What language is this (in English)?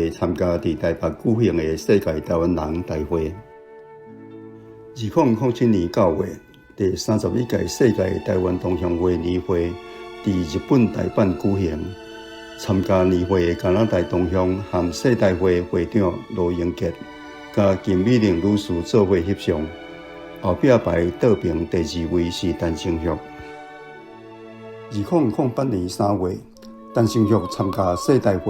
Min Nan Chinese